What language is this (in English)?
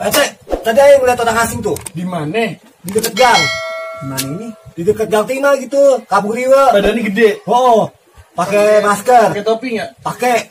Betawi